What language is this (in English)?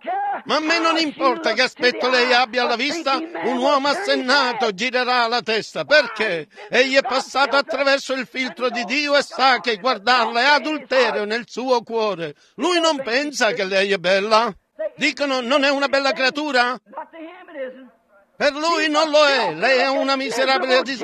Italian